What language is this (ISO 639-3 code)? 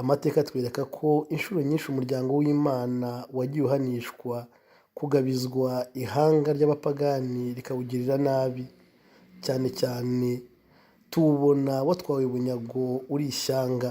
kin